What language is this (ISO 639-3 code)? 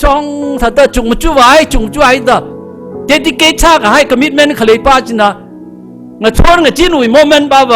nmf